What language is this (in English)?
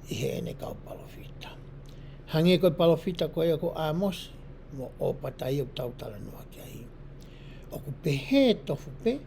Tongan